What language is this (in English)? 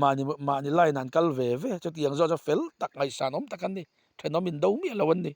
Mizo